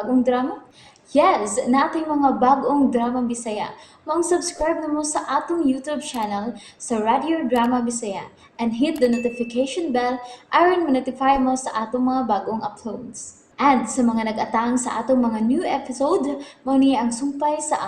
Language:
Cebuano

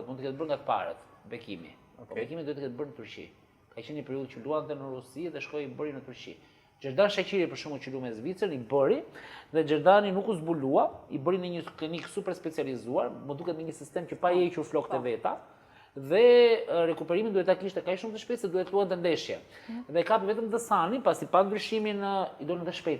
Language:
Albanian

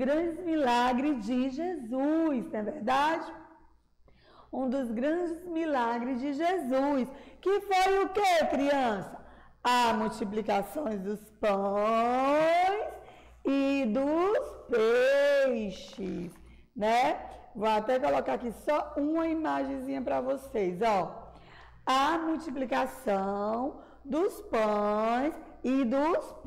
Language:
Portuguese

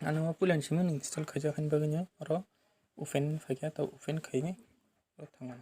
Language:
Kok Borok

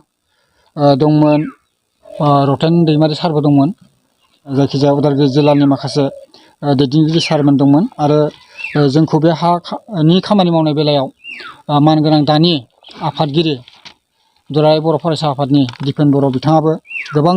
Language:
Bodo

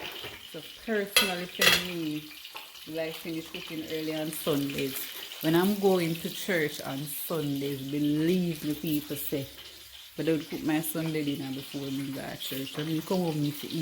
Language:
Jamaican Creole English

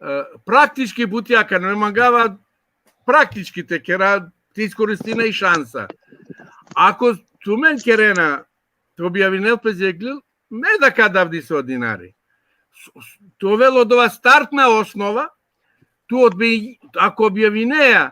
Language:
Balkan Romani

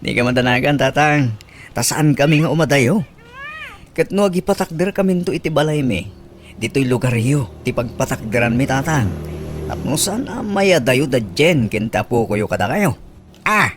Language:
Iloko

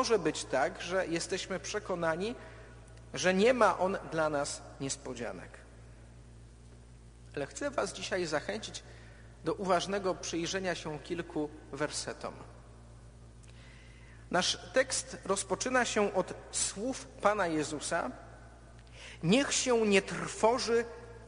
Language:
Polish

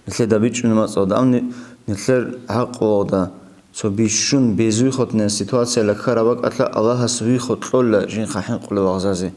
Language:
Avaric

